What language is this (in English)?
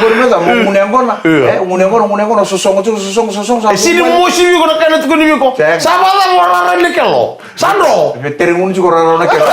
Fijian